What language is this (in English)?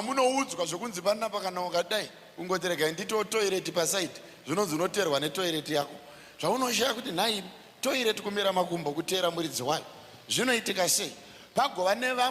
Shona